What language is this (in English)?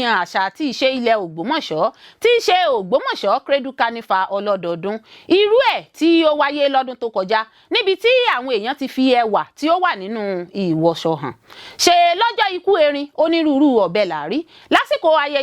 Yoruba